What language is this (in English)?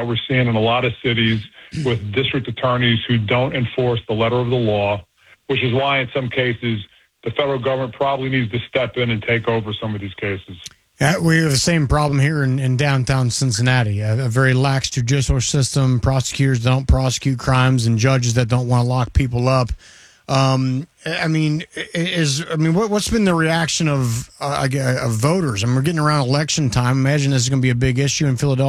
English